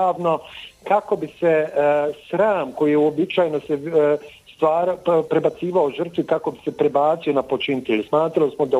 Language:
Bosnian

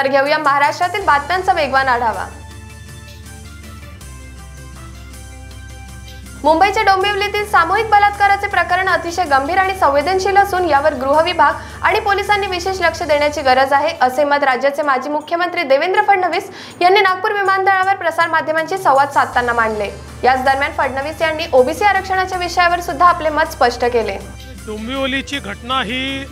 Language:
Marathi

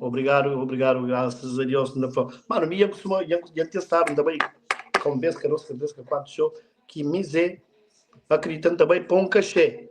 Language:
Kabuverdianu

